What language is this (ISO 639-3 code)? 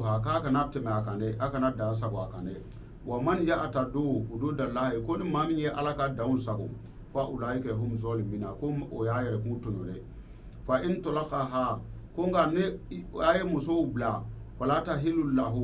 bam